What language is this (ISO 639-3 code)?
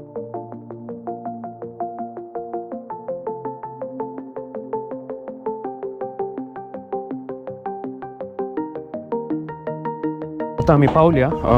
kok